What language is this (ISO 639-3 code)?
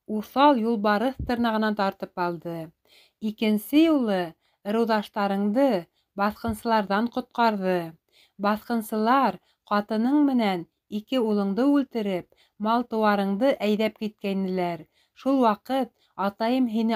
bak